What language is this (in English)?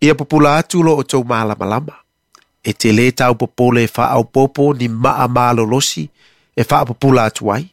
Samoan